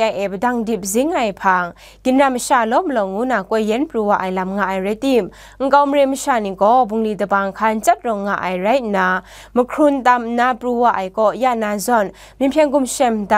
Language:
Kachin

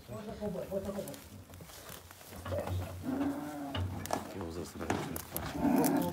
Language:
Romanian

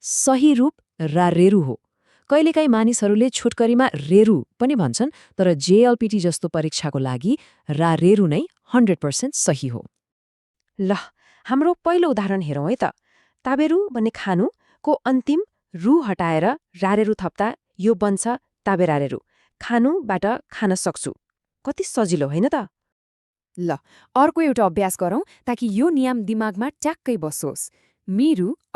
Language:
Nepali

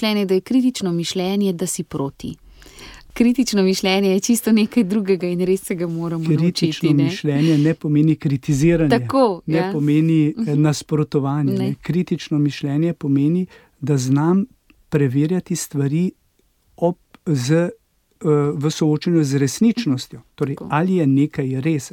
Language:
Slovenian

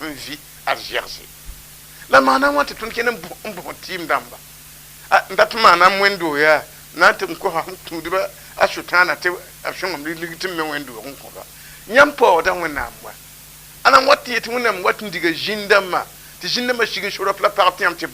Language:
Mossi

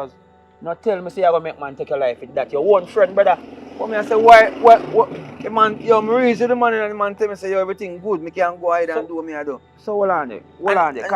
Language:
Jamaican Creole English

